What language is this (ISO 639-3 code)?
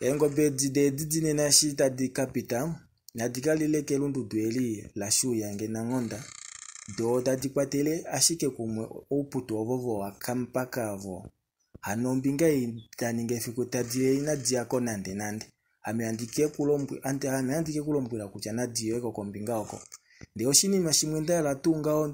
kua